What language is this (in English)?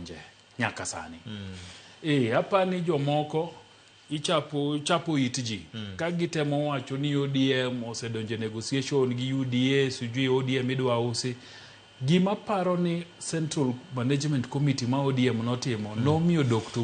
Luo (Kenya and Tanzania)